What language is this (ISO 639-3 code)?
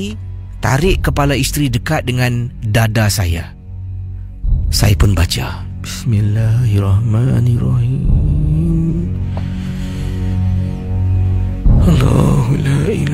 msa